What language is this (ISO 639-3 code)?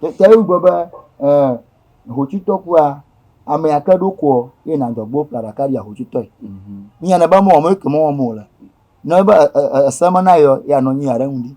ewe